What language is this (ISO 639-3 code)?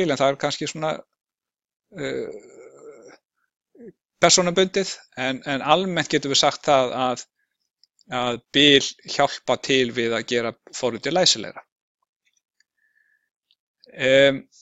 isl